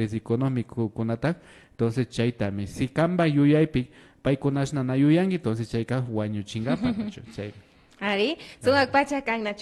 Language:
Imbabura Highland Quichua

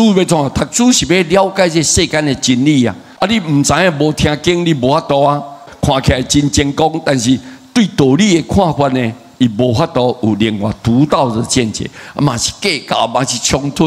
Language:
Min Nan Chinese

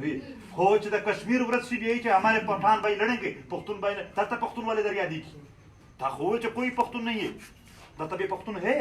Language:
Pashto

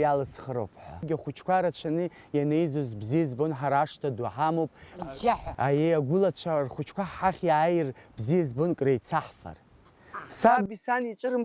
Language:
Abkhazian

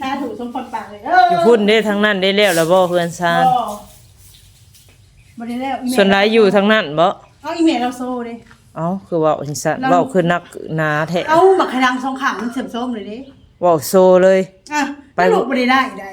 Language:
Northeastern Thai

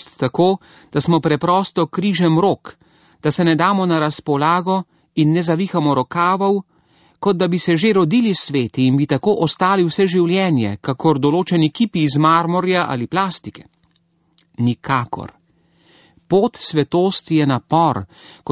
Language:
Slovenian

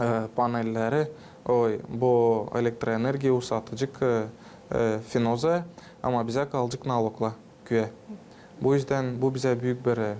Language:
Gagauz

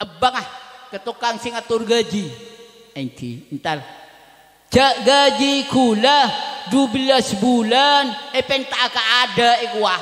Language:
Madurese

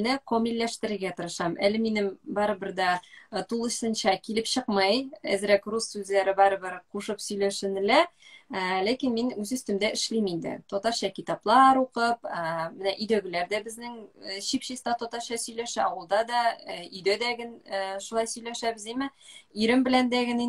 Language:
Tatar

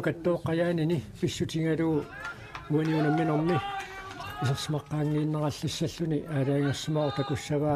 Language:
Kalaallisut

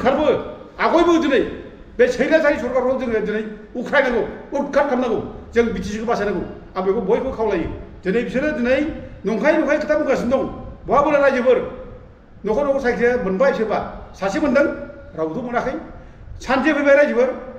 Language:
Bodo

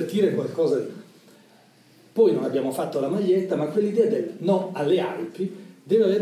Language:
Italian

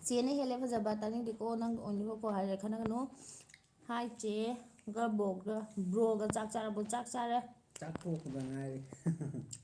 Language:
Manipuri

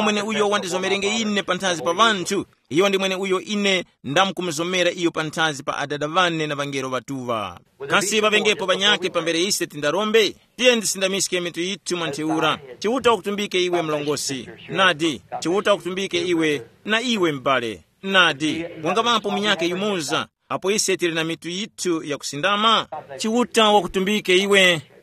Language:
Tumbuka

